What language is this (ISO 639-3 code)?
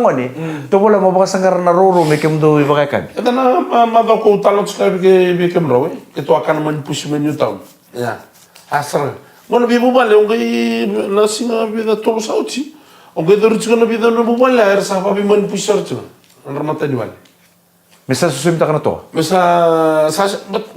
fij